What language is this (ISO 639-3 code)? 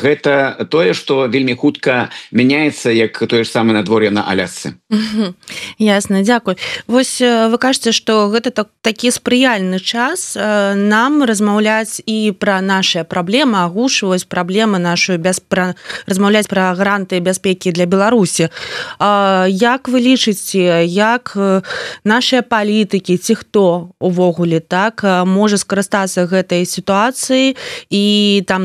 bel